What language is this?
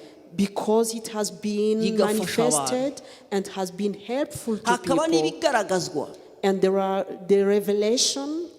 Kinyarwanda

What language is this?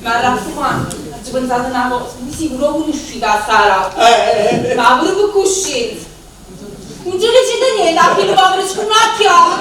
Neapolitan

